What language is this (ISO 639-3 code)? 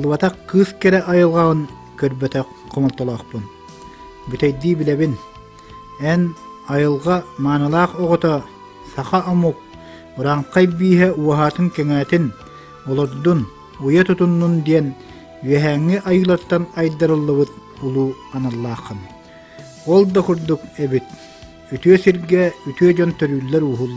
sah